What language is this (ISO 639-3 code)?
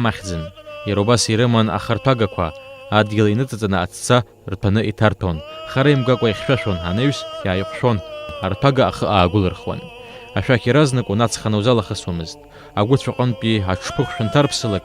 abk